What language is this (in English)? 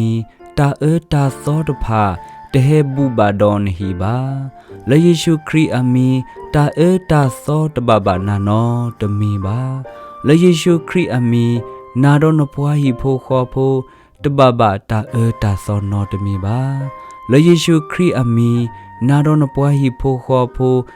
S'gaw Karen